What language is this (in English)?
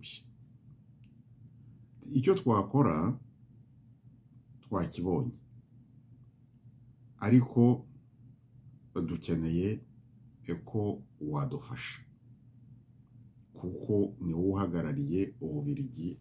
Kinyarwanda